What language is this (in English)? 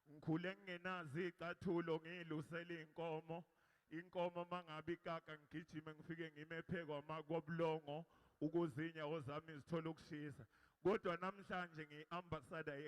Zulu